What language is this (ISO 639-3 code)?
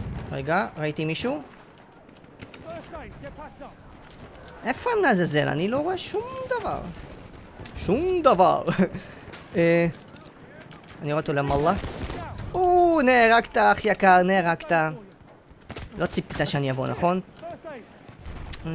heb